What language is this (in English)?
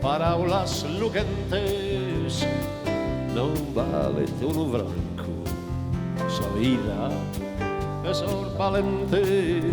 Sardinian